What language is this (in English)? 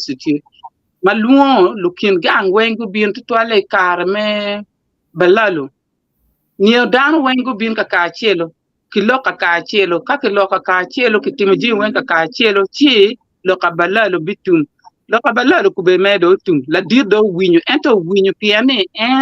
Acoli